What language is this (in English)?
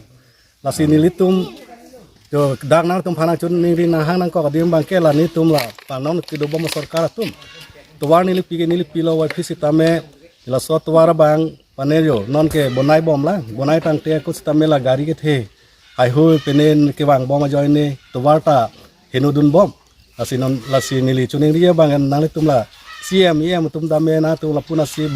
Karbi